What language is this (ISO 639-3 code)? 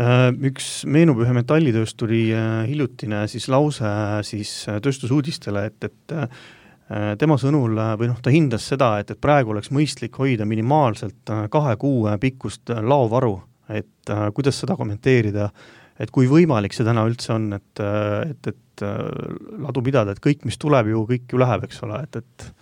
est